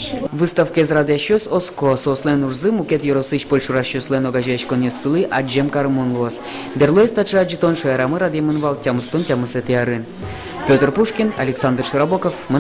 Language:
Udmurt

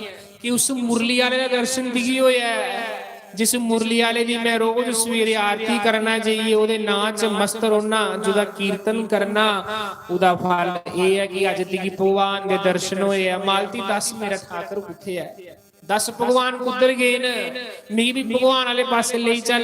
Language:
Dogri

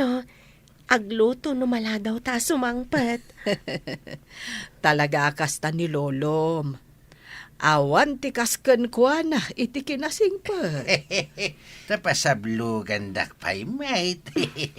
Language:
Iloko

